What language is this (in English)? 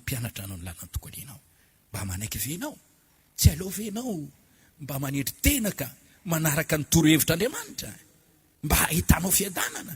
Malagasy